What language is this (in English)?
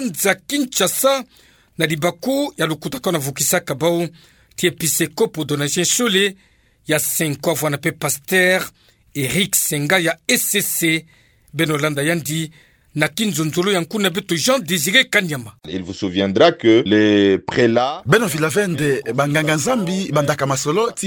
Kituba (Democratic Republic of Congo)